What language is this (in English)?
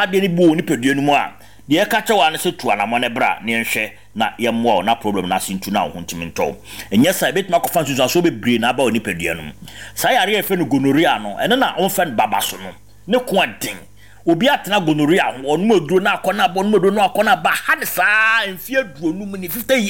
Akan